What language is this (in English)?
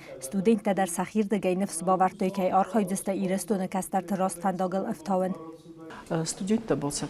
Ossetic